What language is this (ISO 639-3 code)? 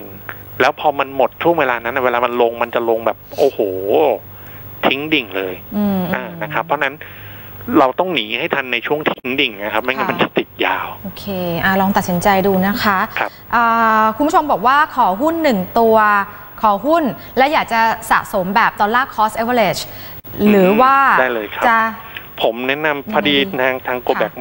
tha